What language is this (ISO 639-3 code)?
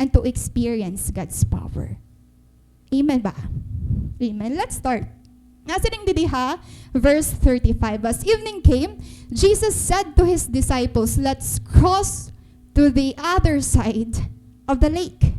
war